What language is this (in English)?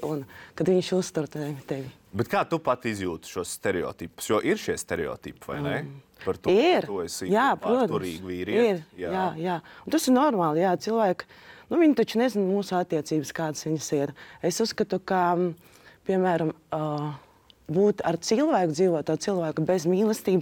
Latvian